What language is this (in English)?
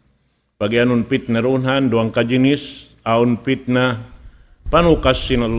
Tausug